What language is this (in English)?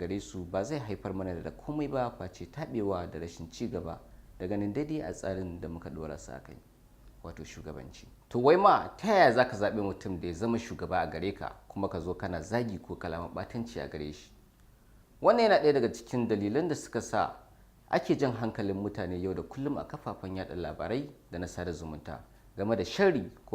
Hausa